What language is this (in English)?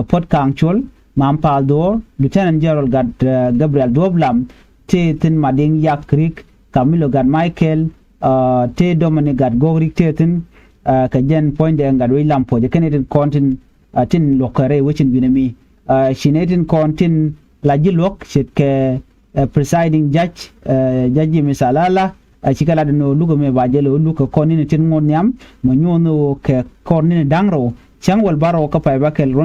Nuer